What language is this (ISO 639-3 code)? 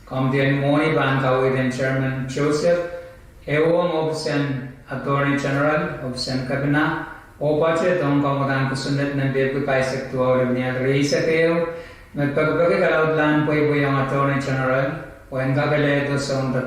pon